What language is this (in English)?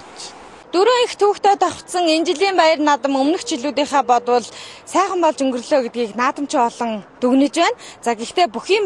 Mongolian